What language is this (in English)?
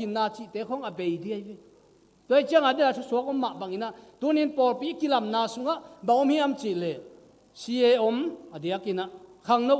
Tedim Chin